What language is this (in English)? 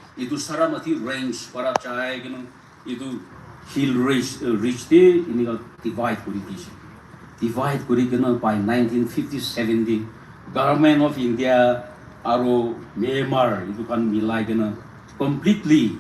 Naga Pidgin